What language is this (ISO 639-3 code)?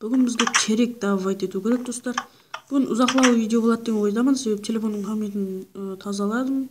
kaa